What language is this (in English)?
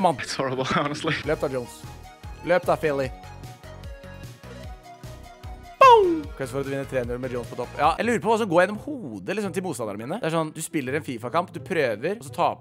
Norwegian